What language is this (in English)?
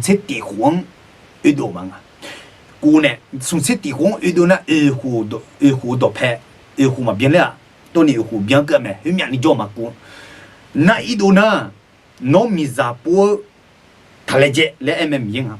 Akha